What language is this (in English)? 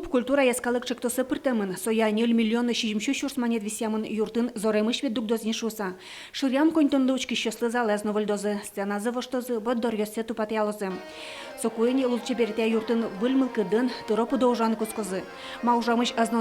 Udmurt